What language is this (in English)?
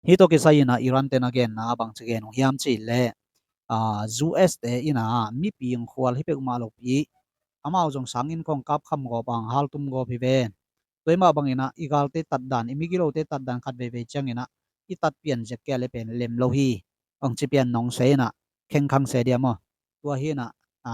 Tedim Chin